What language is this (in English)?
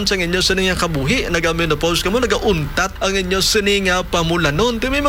Hiligaynon